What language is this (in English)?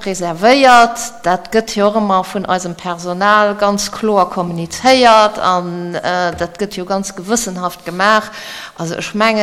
Luxembourgish